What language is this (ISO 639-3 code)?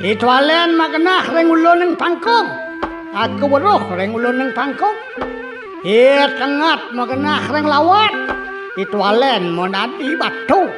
ban